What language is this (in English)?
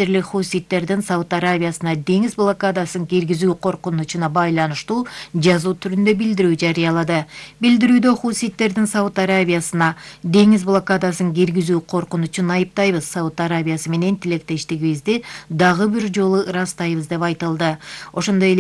Kyrgyz